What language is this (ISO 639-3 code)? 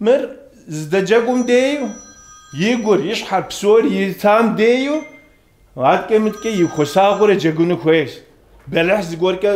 kbd